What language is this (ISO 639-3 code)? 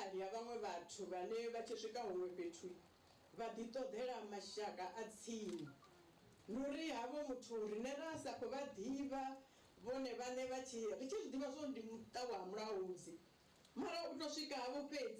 ven